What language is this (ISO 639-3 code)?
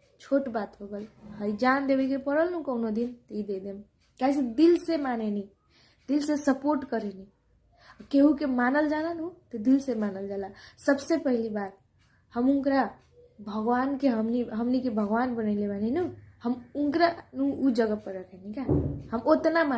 bho